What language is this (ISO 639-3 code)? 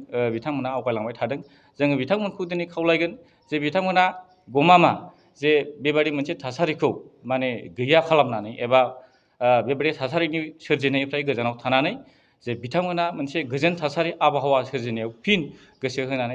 brx